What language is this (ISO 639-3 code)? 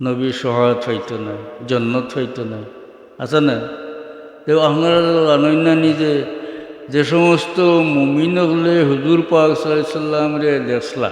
syl